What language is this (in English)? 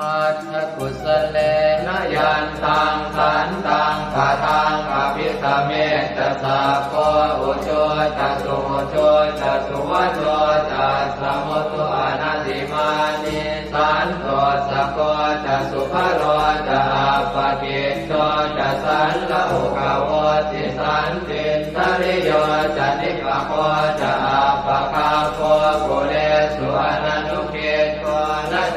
Pali